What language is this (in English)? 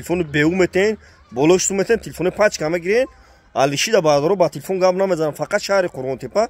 Tajik